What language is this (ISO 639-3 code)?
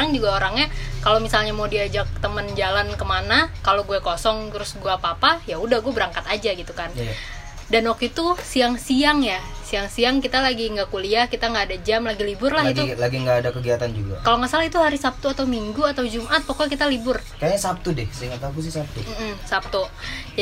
ind